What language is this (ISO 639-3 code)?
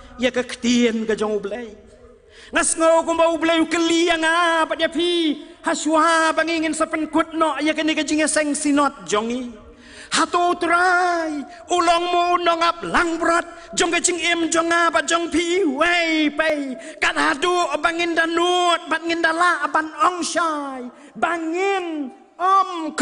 kha